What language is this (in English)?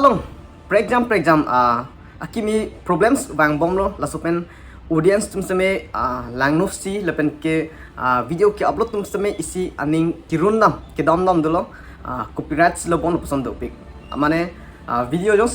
Karbi